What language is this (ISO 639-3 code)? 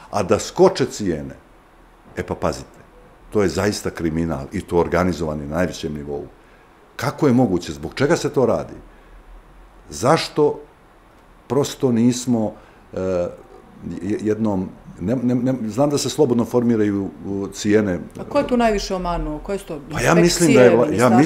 bos